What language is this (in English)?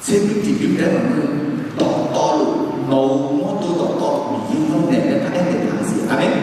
Akha